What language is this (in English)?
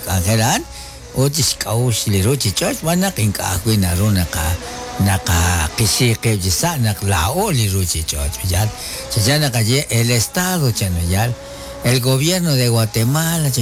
Kekchí